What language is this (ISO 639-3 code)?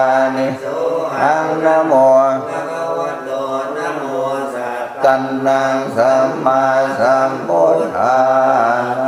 pli